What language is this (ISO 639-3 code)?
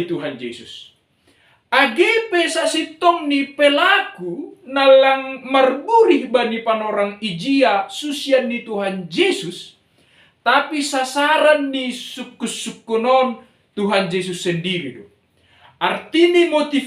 bts